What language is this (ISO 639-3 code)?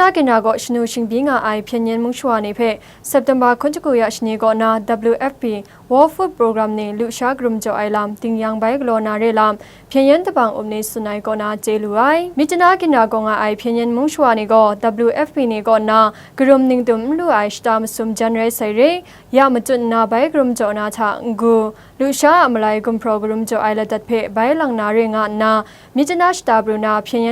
kac